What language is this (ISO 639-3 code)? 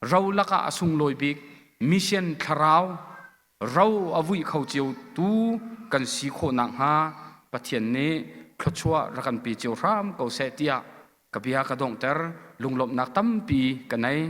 cnh